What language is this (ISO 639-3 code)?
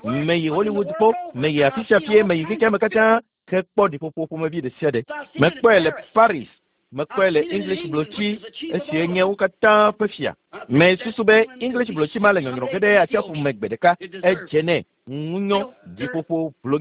ewe